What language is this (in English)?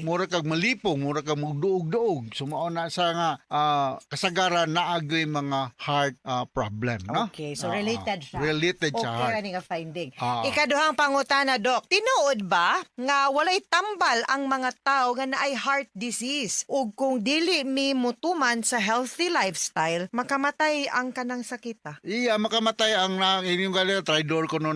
Cebuano